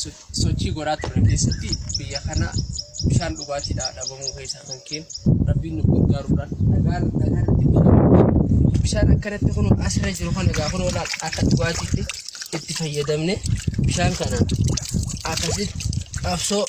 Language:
Oromo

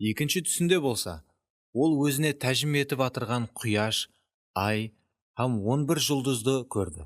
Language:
Kara-Kalpak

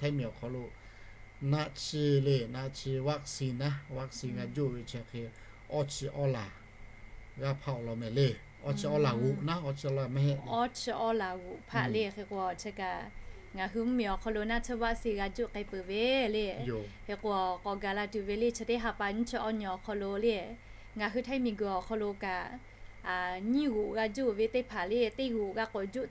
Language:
Lahu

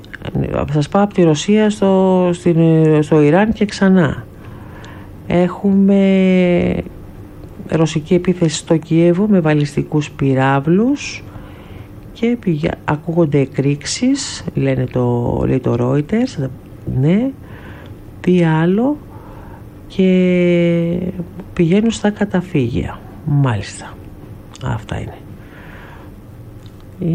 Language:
Greek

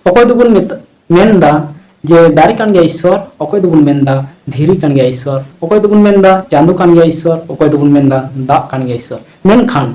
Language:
Santali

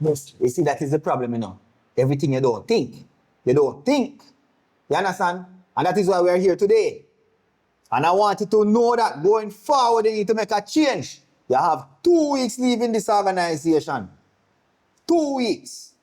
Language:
Jamaican Creole English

